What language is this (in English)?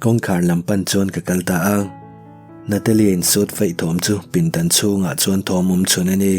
Mizo